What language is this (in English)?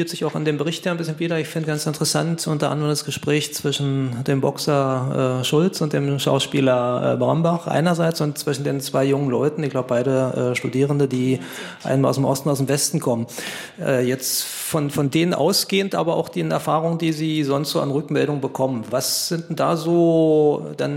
German